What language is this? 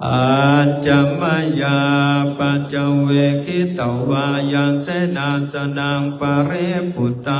Pali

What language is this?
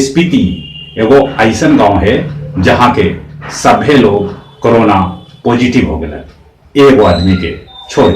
Magahi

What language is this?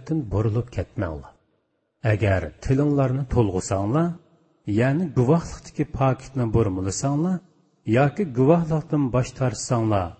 Uyghur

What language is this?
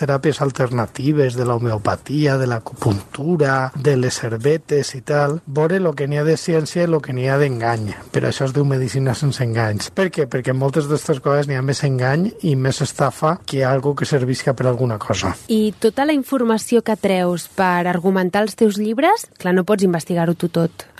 Catalan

